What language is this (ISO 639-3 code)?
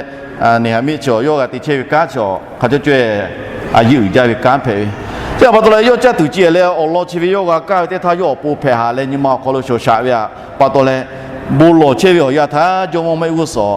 lhu